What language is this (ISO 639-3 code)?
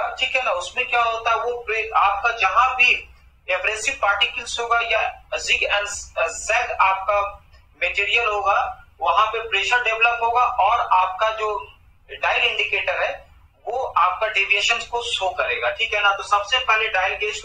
hin